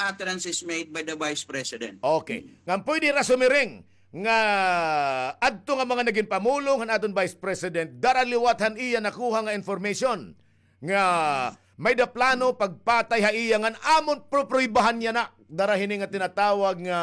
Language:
Waray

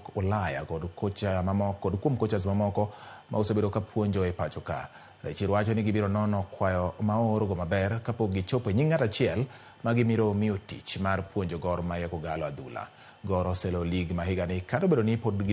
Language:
Luo (Kenya and Tanzania)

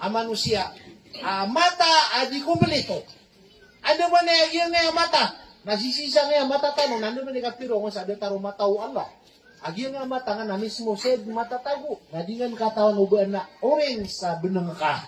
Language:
Maranao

